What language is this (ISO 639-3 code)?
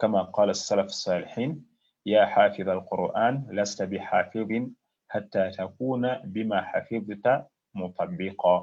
lug